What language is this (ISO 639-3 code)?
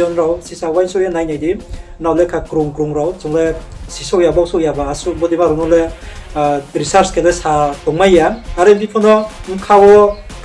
ria